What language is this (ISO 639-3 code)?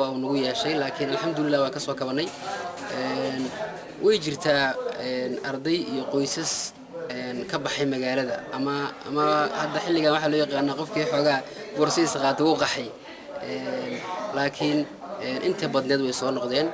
som